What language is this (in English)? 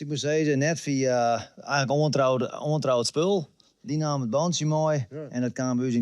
Western Frisian